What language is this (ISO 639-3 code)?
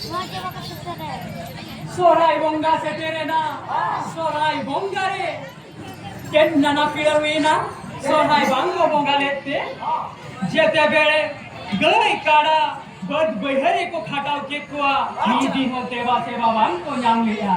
sat